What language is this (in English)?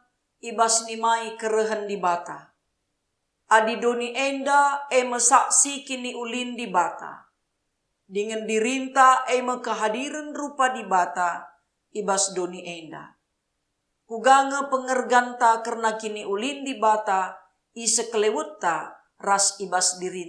Batak Karo